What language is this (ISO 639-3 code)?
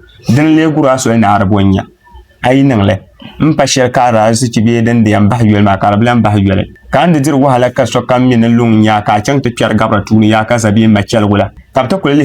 dag